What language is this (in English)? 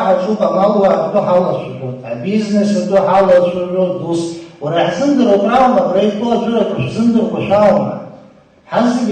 Abkhazian